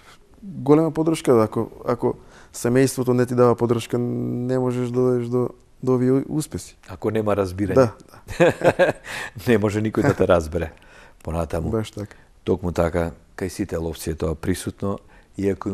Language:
Macedonian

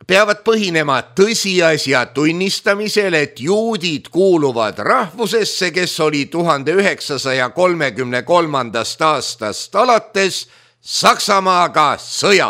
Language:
Estonian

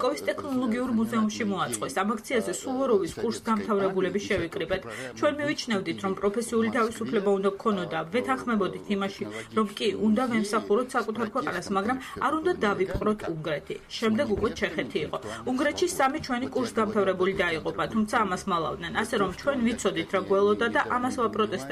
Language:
Georgian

